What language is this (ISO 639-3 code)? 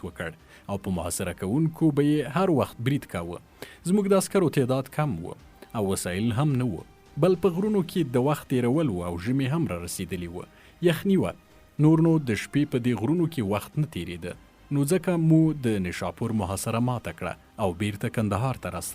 pus